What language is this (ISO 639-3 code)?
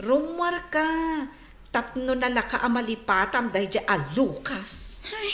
ilo